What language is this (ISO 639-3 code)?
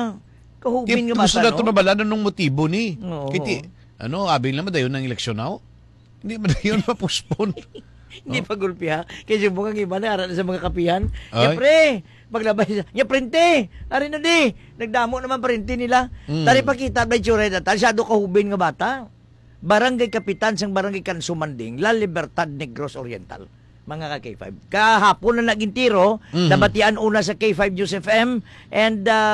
hil